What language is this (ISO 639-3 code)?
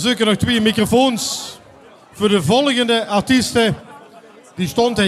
lim